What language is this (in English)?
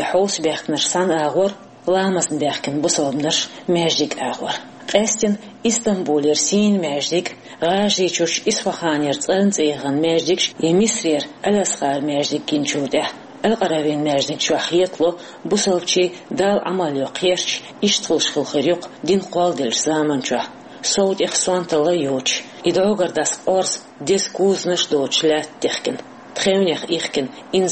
Chechen